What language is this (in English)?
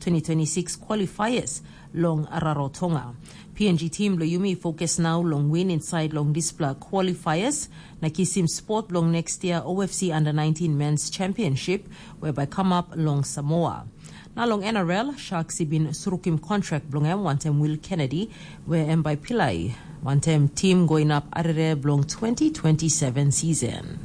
Tok Pisin